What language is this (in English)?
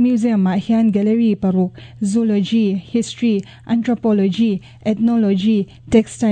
Mizo